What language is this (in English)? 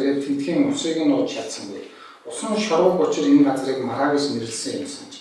Mongolian